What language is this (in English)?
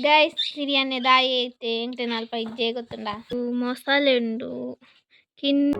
Tulu